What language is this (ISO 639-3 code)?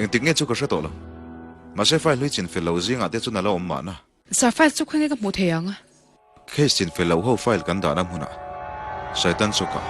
lus